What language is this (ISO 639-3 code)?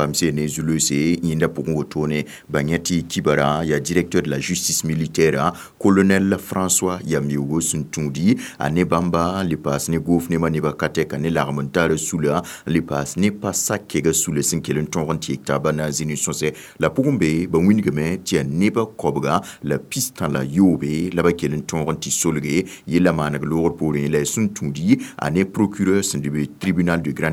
mos